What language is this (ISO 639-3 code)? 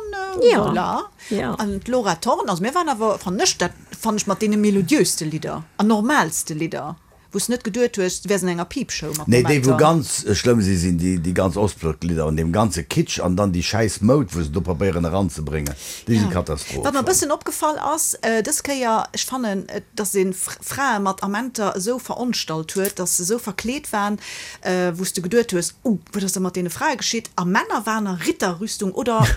ltz